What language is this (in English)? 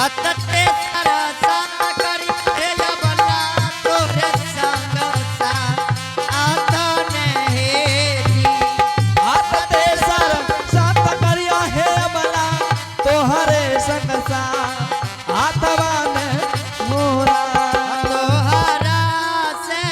Angika